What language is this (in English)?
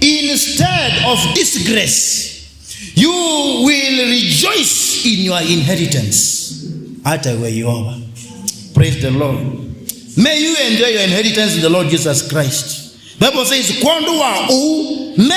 Kamba